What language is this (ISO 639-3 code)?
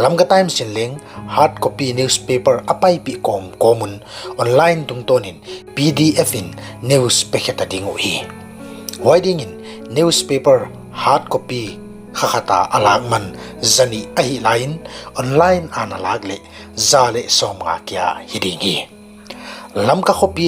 pck